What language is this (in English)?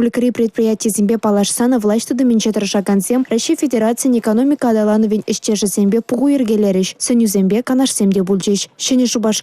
Chuvash